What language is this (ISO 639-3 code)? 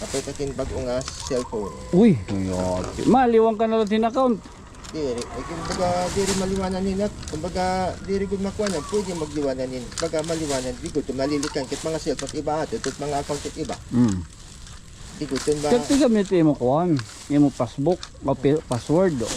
war